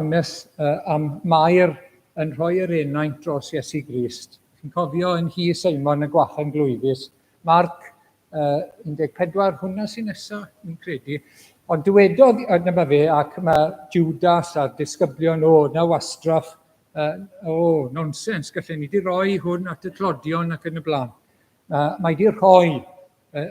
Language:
Welsh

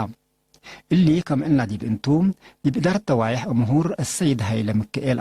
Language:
Tigre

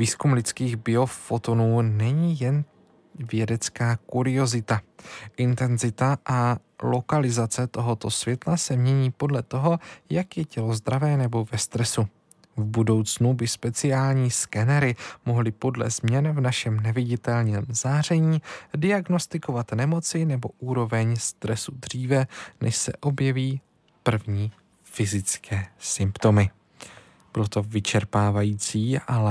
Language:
Czech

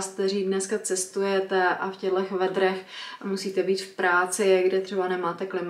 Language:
Czech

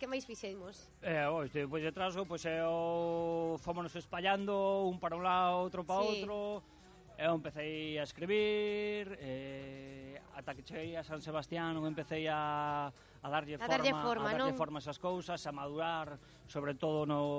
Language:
Galician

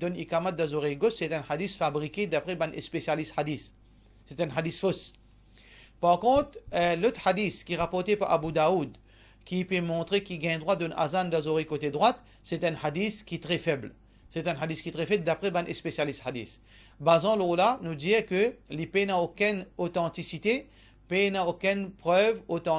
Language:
Morisyen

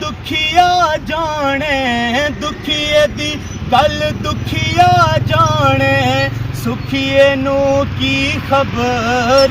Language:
Pahari-Potwari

